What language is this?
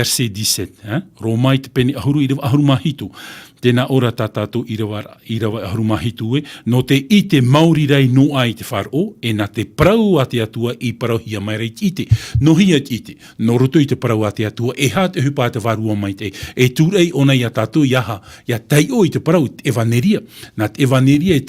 Tahitian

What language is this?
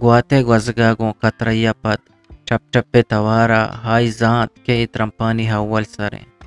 Eastern Balochi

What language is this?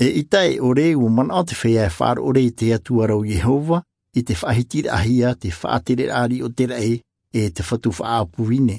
Tahitian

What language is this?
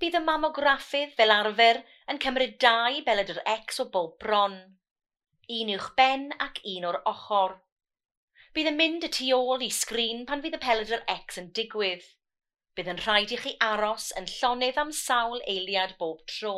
Welsh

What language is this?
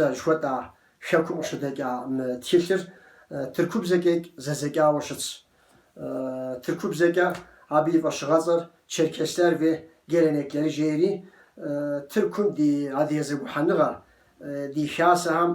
Kabardian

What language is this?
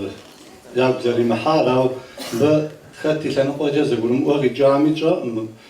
Kabardian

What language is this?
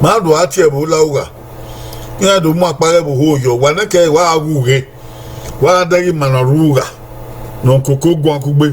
Bini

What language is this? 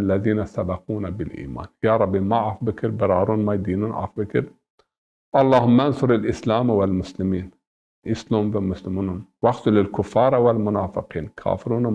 Zaza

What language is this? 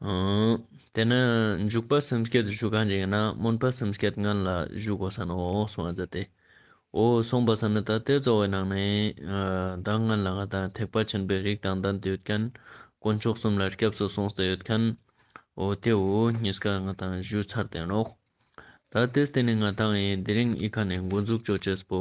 Ladakhi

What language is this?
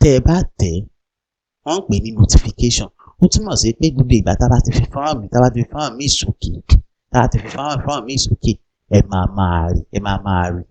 Yoruba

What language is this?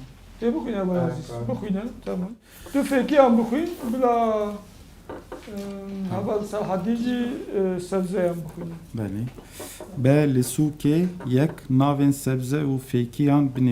Kurdish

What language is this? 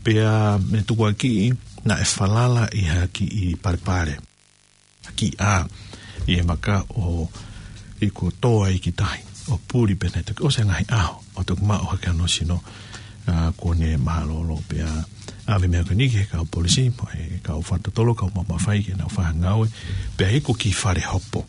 Tongan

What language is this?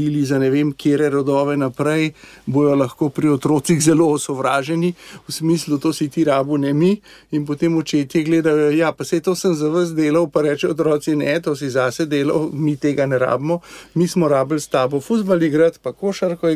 Slovenian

